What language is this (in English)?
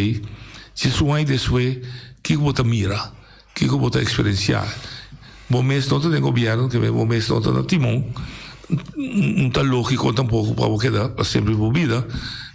Papiamento